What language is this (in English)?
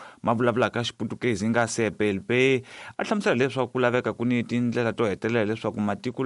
Tsonga